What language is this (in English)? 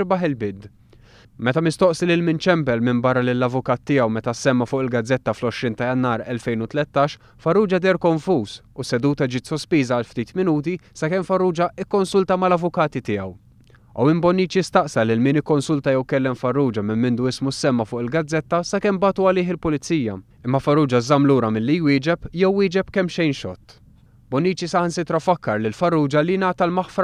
Maltese